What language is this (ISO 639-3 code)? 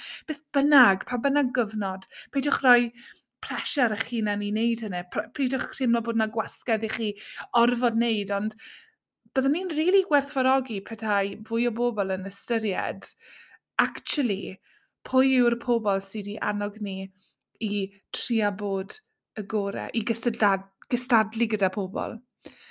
cym